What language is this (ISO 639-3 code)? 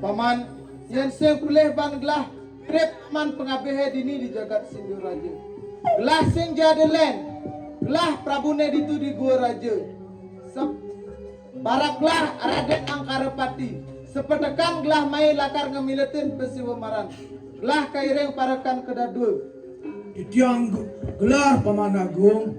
ban